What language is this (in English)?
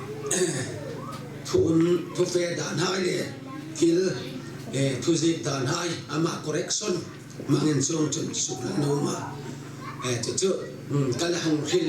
Hmar